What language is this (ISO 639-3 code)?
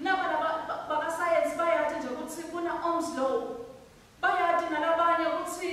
ssw